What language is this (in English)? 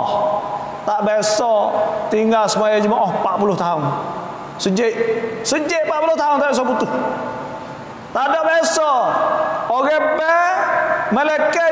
Malay